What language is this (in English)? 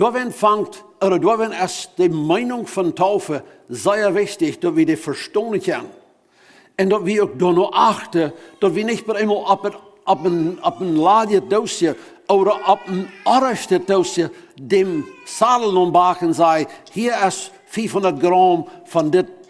Plautdietsch